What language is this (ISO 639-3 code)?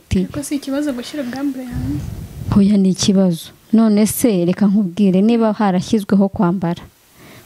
kin